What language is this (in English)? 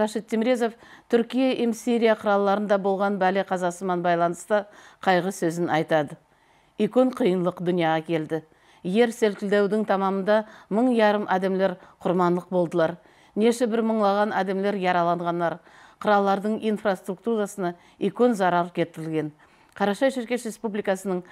Nogai